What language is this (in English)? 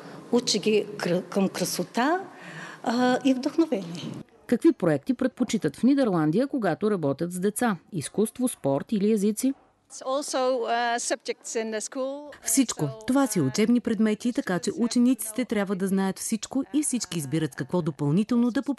Bulgarian